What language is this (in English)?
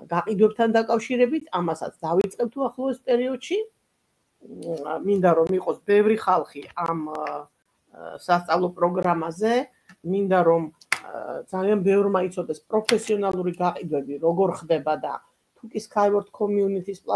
Georgian